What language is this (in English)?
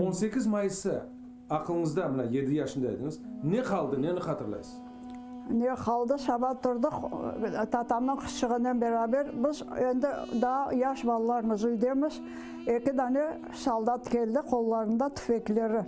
Crimean Tatar